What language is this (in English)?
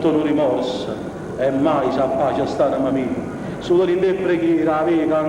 Neapolitan